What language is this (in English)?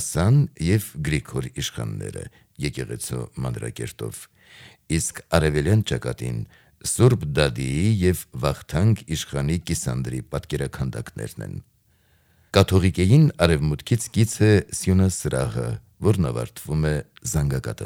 Armenian